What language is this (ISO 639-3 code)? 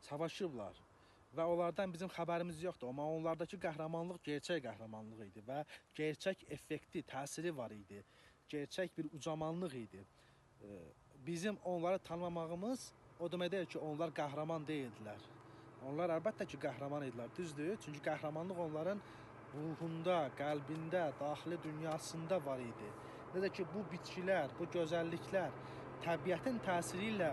aze